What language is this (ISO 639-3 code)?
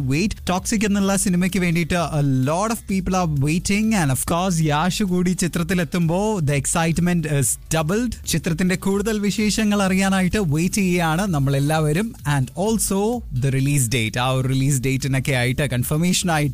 mal